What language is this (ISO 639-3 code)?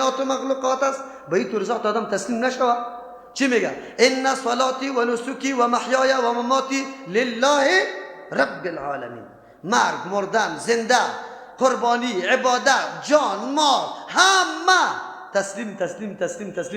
fas